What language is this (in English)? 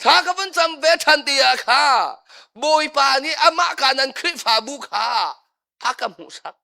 Hakha Chin